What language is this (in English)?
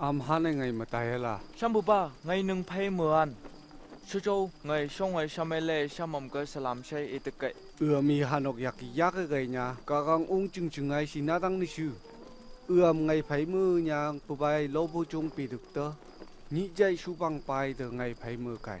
Phom Naga